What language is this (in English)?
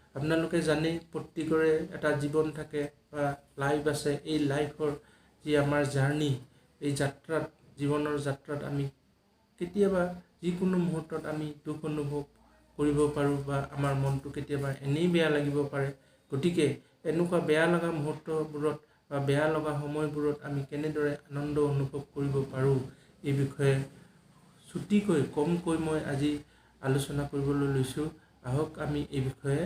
Assamese